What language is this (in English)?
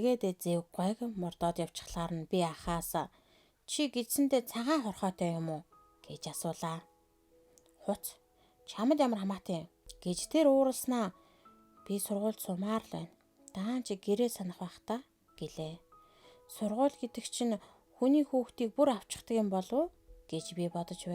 Mongolian